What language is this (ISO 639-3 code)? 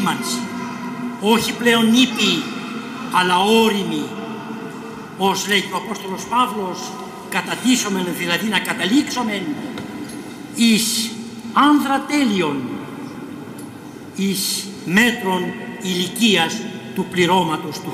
ell